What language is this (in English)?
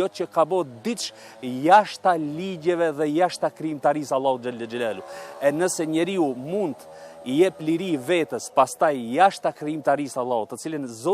Albanian